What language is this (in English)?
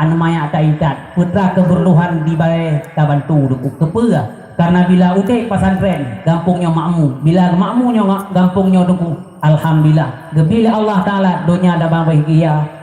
Achinese